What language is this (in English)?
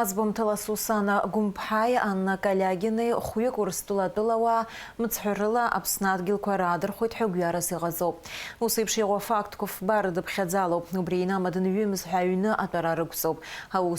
Abkhazian